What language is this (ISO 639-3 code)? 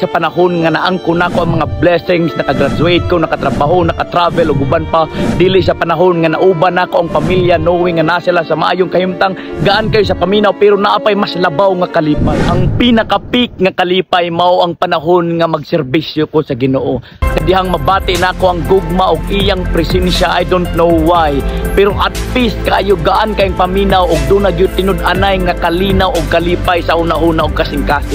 ceb